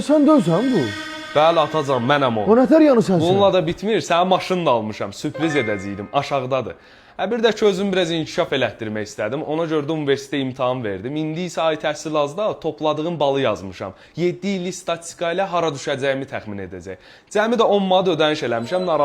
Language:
Azerbaijani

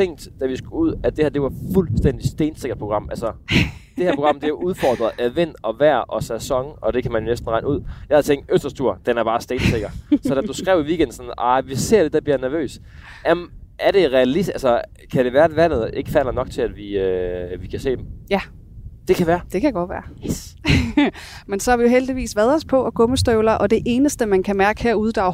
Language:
Danish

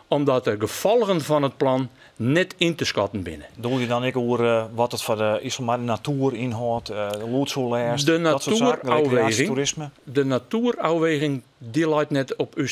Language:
Western Frisian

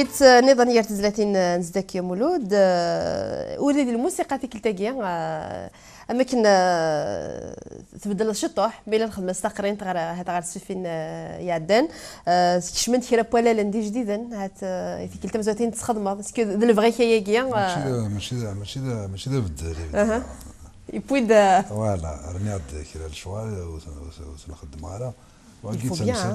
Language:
Kabyle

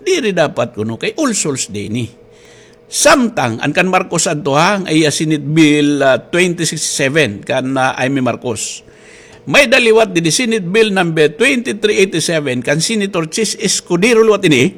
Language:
Waray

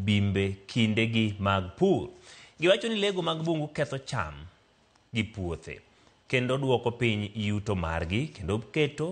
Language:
Luo (Kenya and Tanzania)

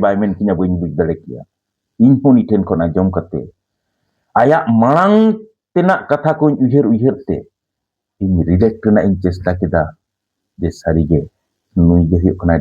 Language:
Santali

